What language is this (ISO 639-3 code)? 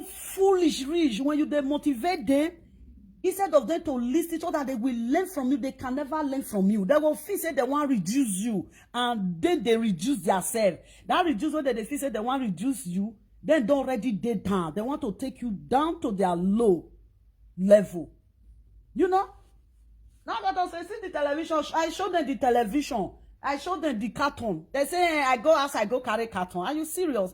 pcm